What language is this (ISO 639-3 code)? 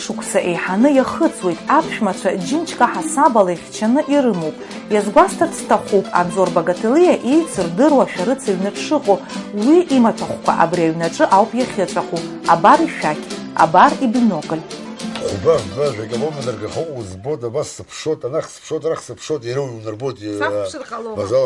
abk